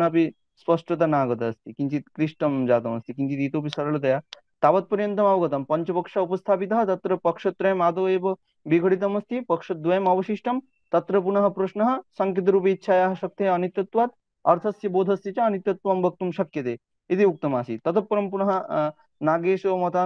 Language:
Sanskrit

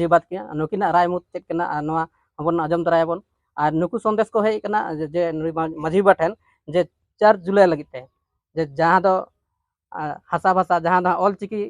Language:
Santali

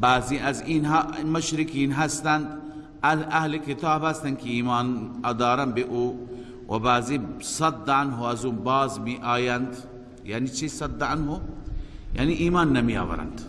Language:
Persian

